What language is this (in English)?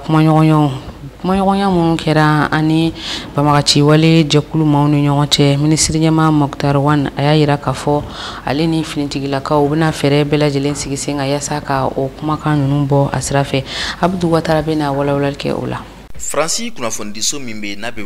Bambara